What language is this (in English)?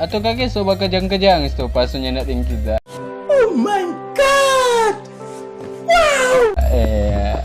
Manado Malay